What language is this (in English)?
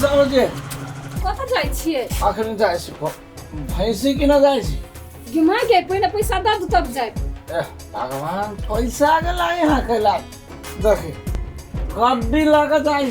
Maithili